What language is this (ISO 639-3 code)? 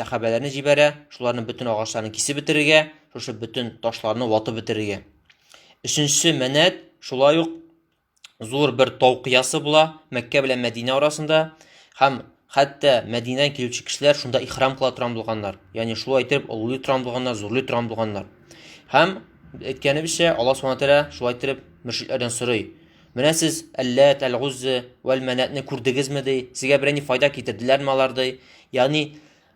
tat